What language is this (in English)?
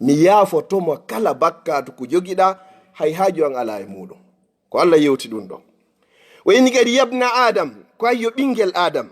Fula